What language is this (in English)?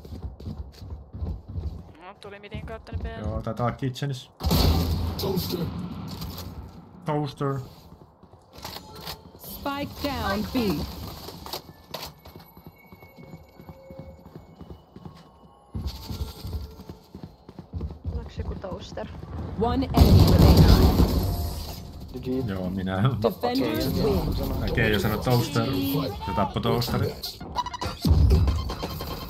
Finnish